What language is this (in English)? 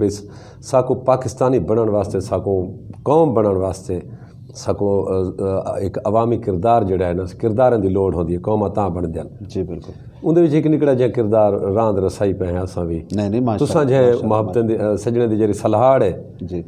Saraiki